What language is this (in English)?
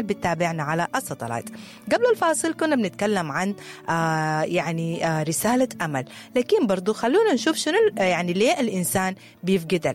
Sudanese Arabic